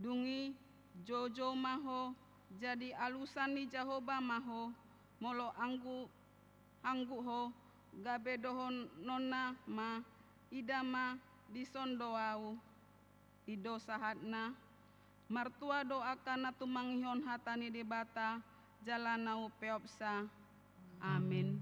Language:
Batak Toba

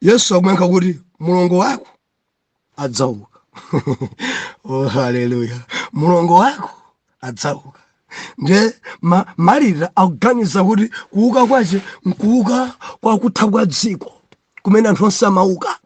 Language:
Nyanja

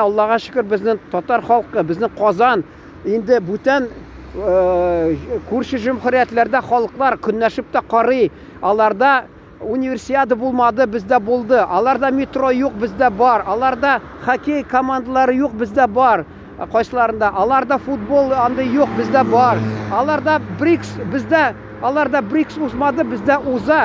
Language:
Tatar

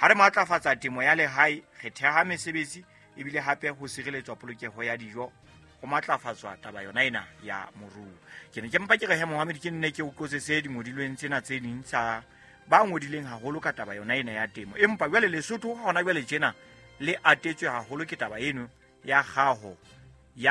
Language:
Southern Sotho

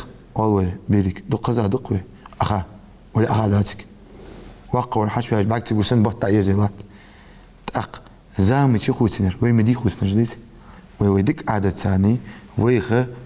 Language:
Ingush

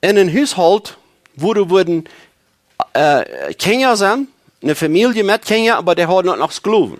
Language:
Plautdietsch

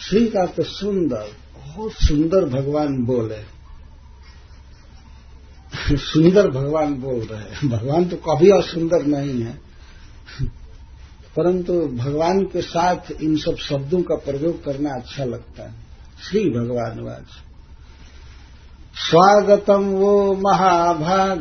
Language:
Hindi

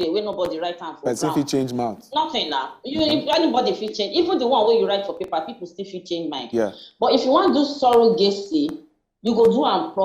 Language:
Nigerian Pidgin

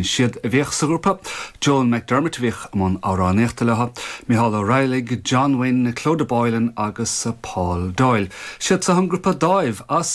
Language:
Irish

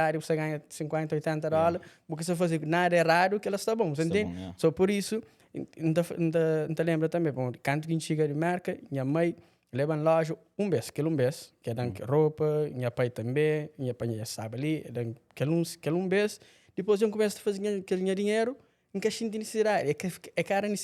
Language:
Kabuverdianu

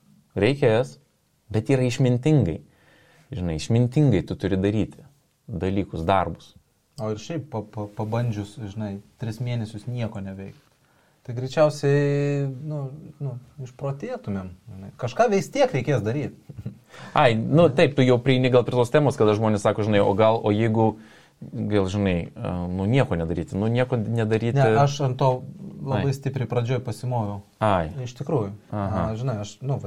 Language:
Lithuanian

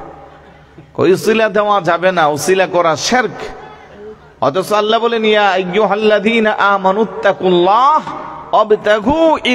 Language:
Bangla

